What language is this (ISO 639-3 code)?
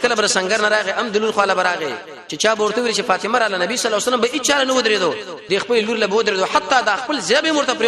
pus